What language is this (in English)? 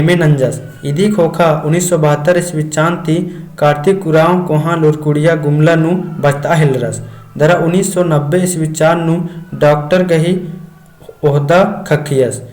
Kurukh